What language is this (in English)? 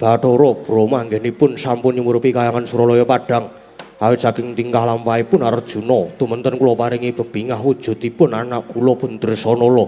Javanese